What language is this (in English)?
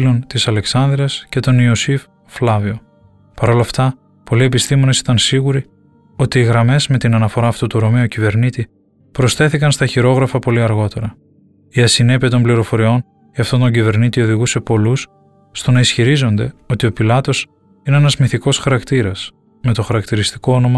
Greek